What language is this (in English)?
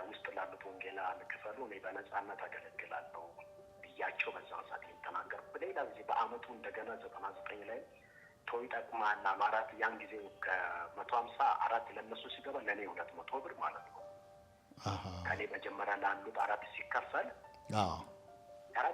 Amharic